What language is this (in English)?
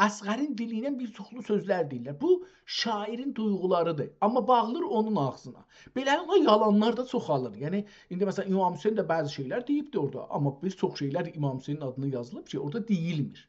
South Azerbaijani